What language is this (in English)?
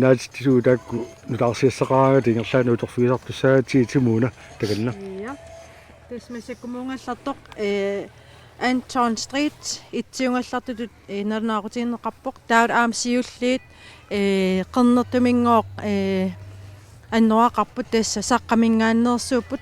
Kalaallisut